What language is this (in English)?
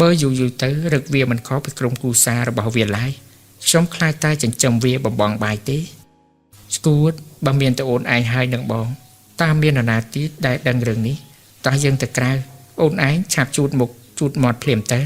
Khmer